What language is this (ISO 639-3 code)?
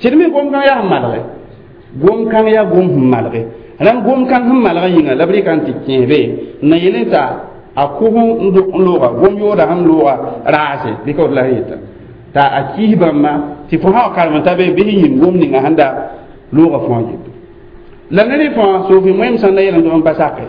mos